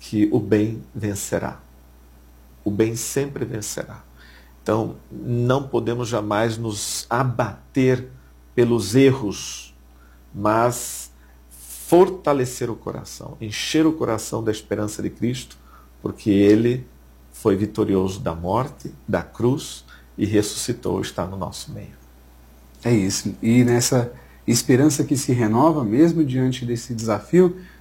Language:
Portuguese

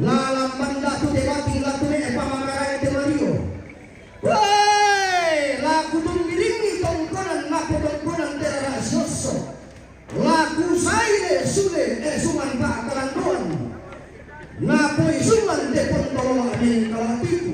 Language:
Toraja-Sa'dan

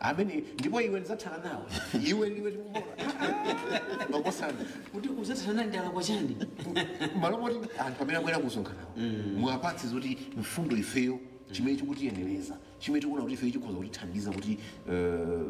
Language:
Nyanja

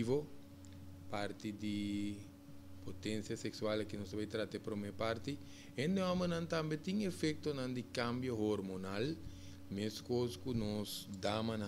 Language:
Papiamento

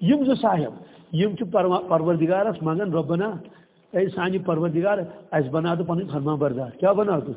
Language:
Kashmiri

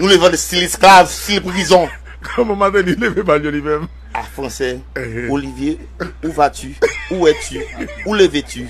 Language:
Haitian Creole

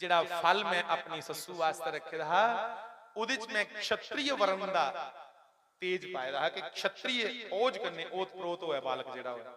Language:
Dogri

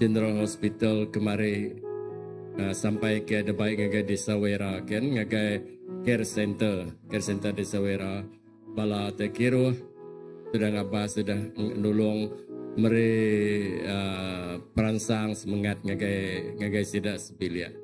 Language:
Iban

